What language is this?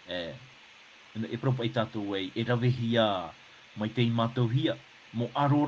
Tahitian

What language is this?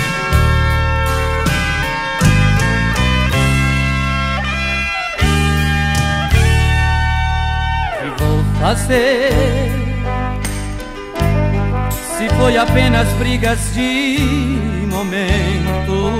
Portuguese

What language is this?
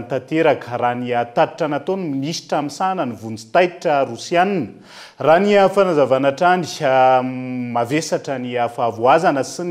Malagasy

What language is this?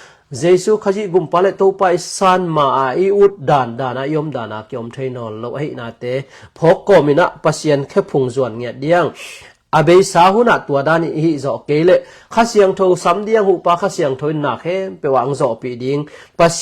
Tedim Chin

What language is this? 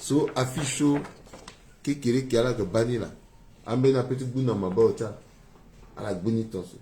Sango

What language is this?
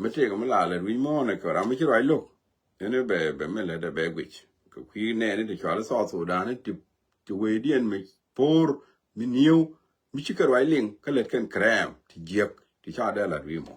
Nuer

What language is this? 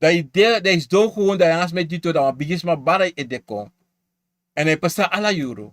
Sranan Tongo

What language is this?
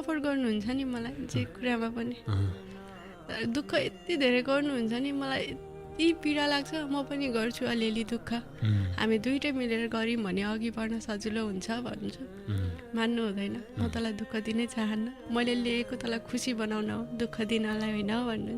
Nepali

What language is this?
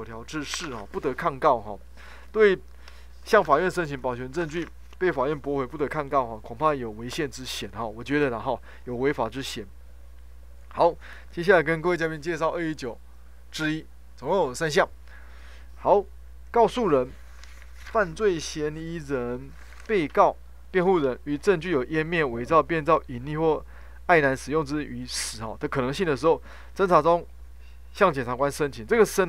Chinese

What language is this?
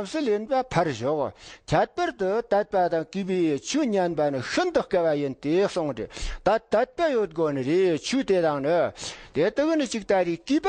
Tibetan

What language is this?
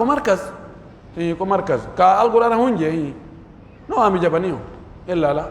Pular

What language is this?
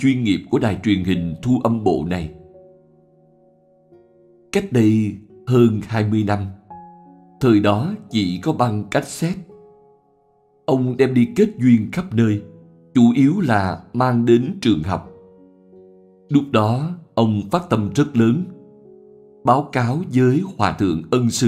Vietnamese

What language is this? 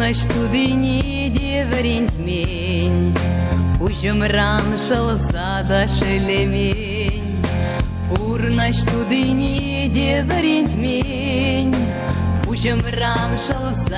Chuvash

